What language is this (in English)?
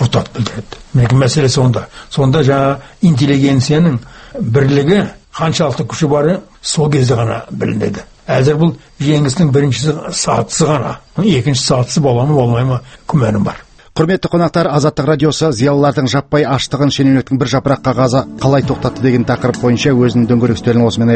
Kazakh